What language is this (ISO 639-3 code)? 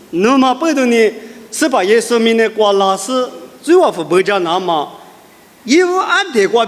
lis